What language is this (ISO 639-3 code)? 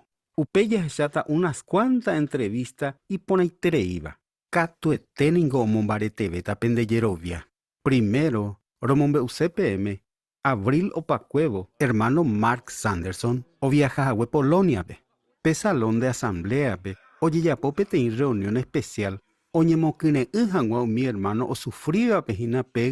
grn